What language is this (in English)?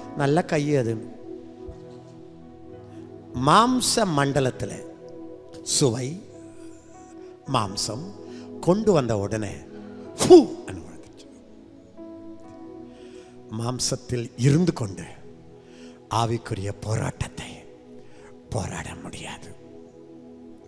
Tamil